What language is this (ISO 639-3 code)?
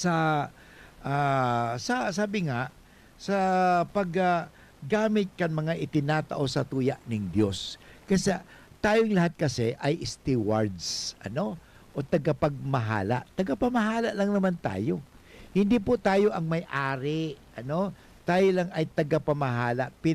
bik